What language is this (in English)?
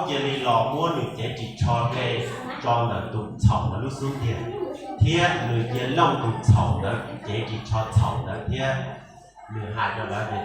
Hmong